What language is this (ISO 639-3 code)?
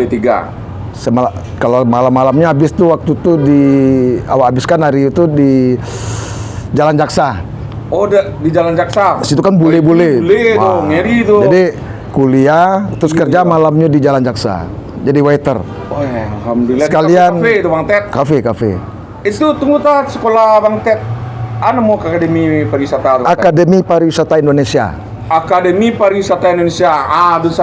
min